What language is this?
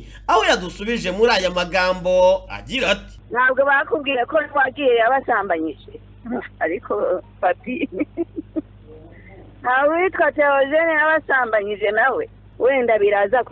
Kinyarwanda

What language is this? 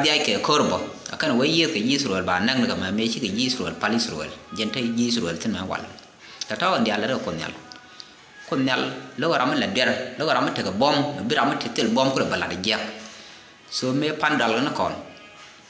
Nuer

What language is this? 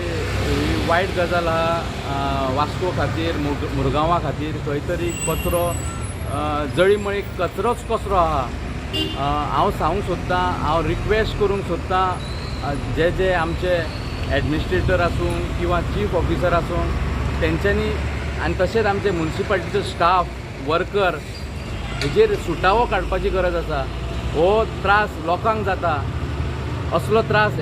Konkani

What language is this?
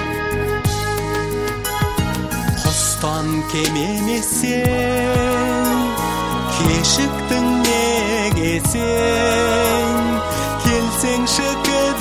Kazakh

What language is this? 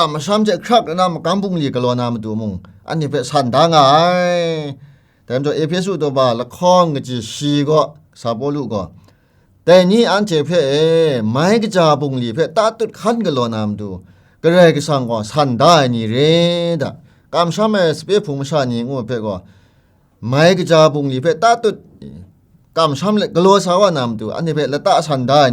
Kachin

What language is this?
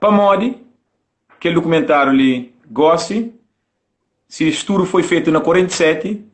Kabuverdianu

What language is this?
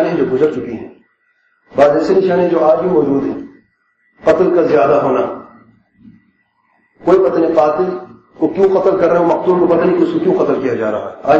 Urdu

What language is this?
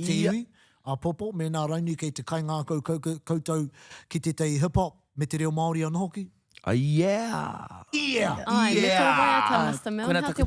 Māori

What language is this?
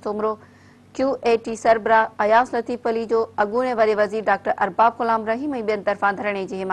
Sindhi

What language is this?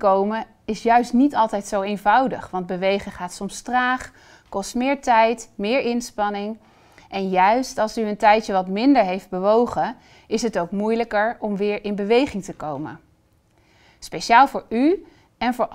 Dutch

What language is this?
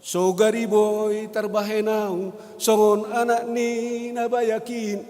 Batak Simalungun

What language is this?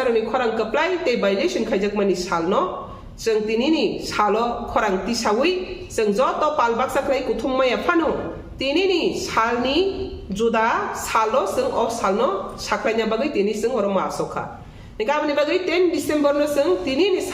Kok Borok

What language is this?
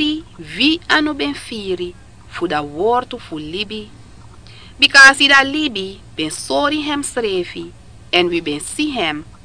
Sranan Tongo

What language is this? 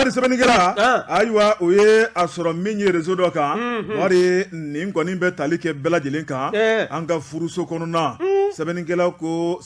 Bambara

